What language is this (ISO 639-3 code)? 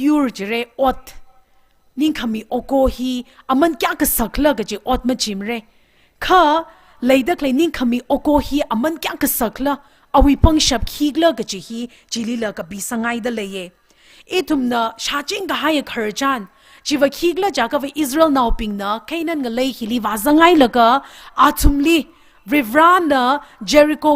nmf